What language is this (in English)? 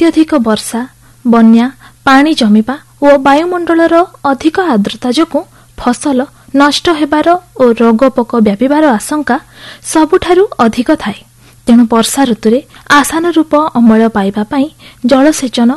Odia